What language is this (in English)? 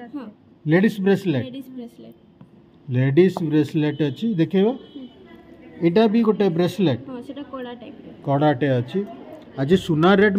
Odia